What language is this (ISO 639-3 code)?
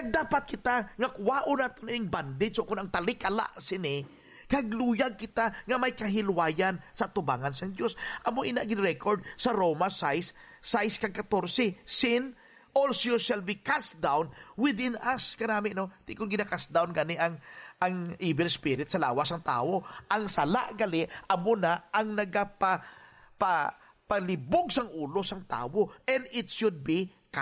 hil